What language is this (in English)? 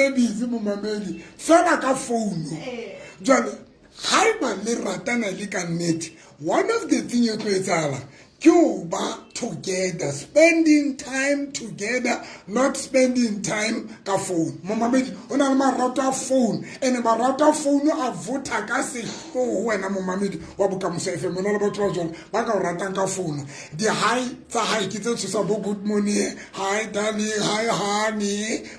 Southern Sotho